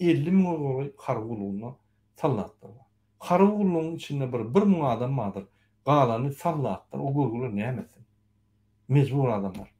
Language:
Turkmen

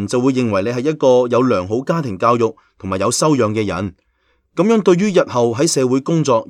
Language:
Cantonese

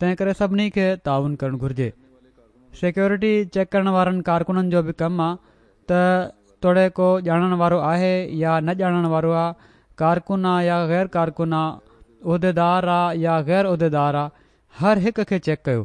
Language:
Sindhi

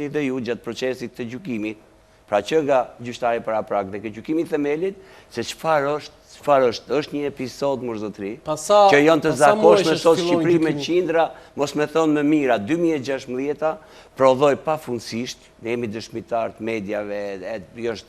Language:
Albanian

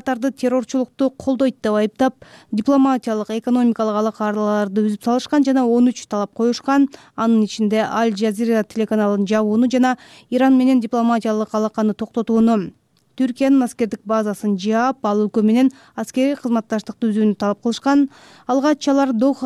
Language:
Kyrgyz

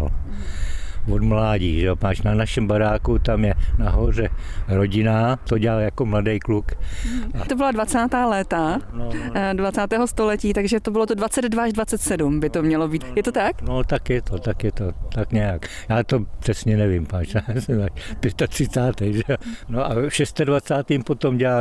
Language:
Czech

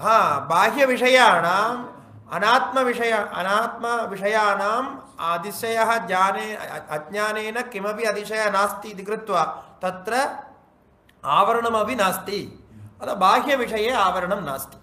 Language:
Sanskrit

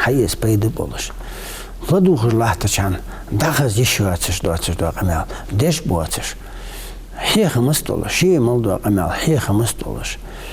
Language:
Ingush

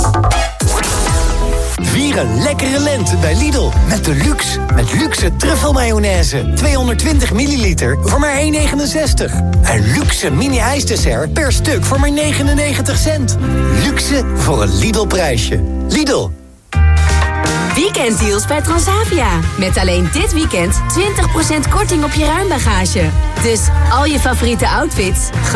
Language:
Dutch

